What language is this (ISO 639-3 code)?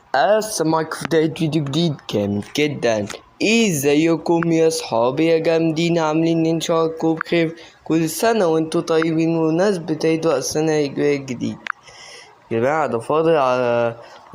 arz